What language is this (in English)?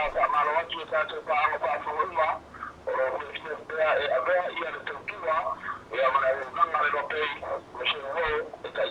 Samoan